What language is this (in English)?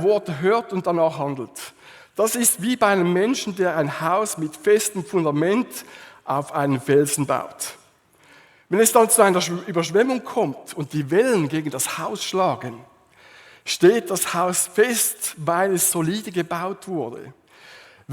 Swiss German